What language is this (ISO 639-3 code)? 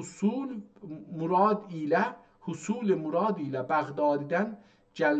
azb